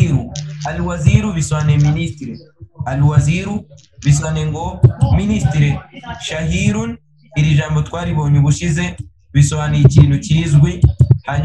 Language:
Kinyarwanda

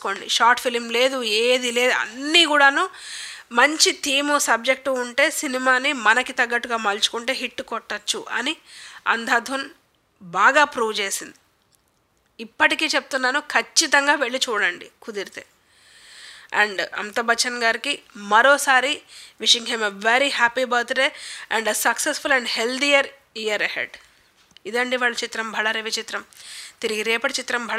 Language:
Telugu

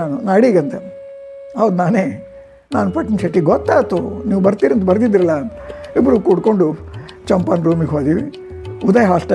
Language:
Kannada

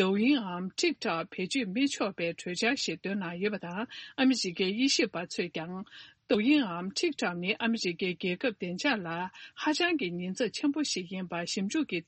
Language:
Tibetan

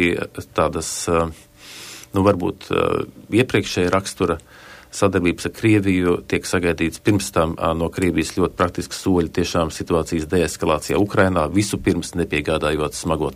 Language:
Latvian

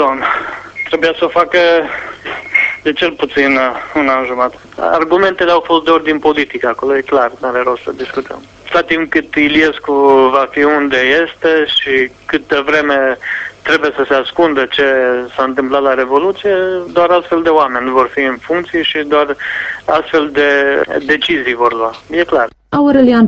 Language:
Romanian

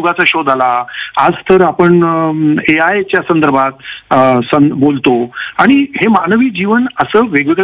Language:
Marathi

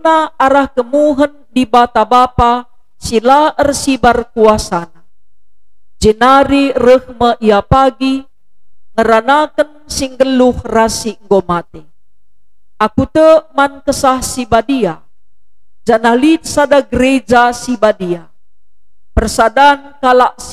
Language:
Batak Karo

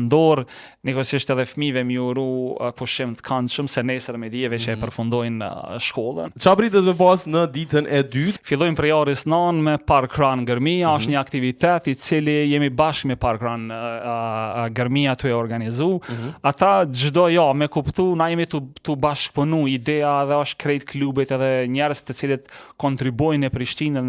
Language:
Albanian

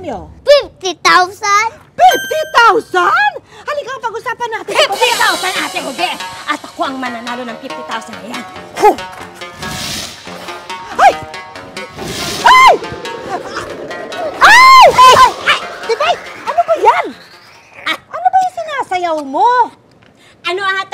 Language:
Filipino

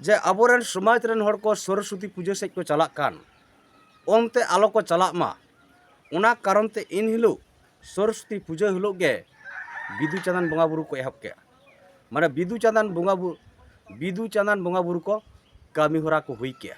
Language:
Santali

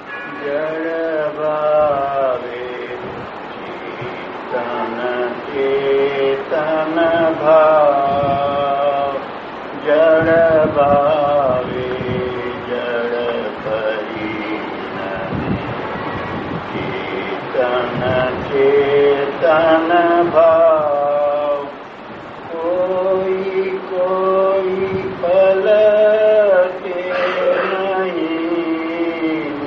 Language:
Gujarati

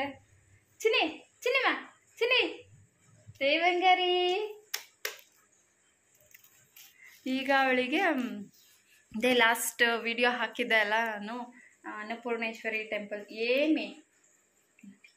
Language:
Kannada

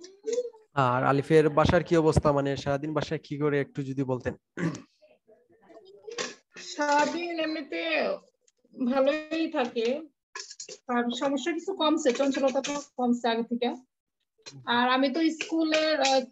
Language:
Bangla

